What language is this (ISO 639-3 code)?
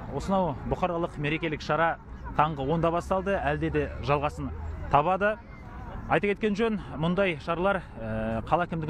kaz